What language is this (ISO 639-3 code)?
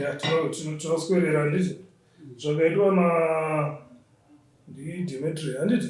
sna